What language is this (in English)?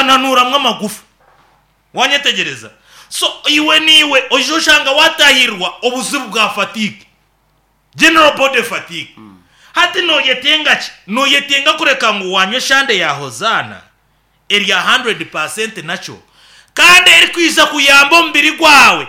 Nyankole